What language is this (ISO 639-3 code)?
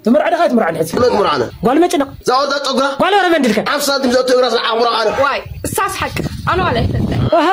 tir